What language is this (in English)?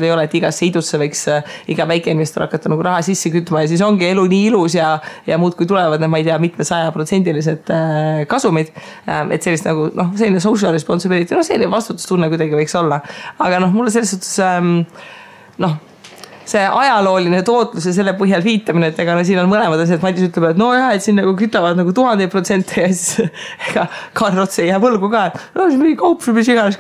Estonian